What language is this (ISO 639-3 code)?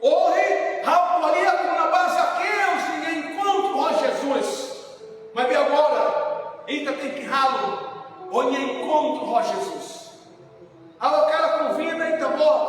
tet